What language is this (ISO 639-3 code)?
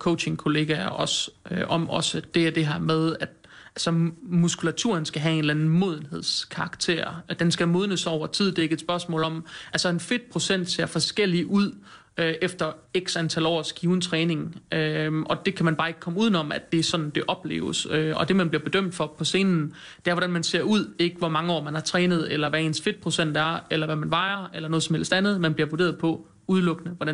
dan